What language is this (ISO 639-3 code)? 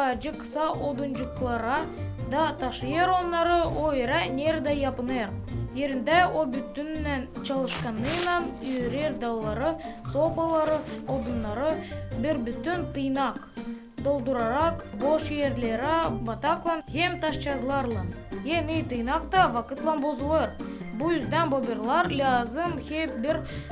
gag